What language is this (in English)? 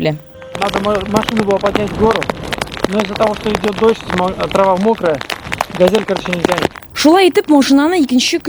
Tatar